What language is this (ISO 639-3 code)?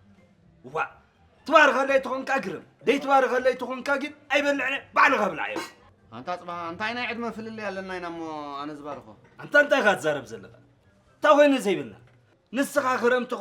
tir